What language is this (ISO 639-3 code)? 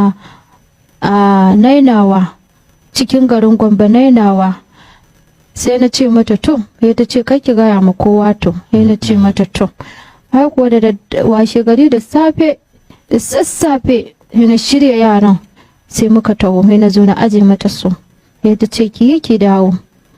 hau